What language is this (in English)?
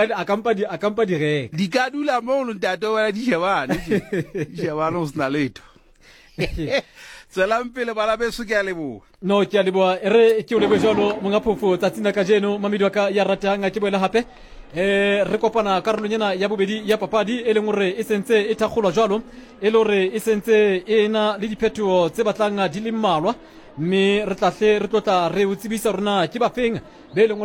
Southern Sotho